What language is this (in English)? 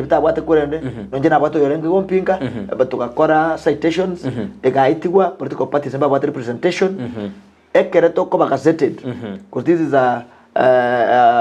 Gusii